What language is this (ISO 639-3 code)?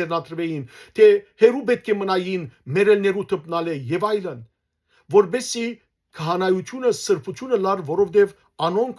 hyw